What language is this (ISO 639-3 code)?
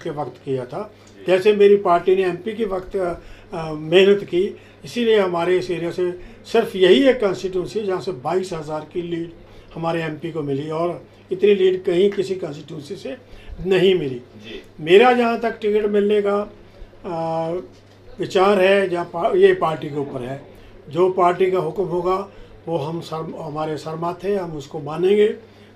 hin